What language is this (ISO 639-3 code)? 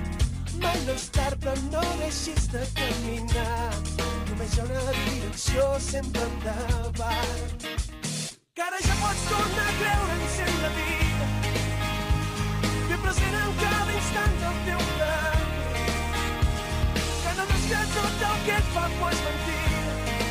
cat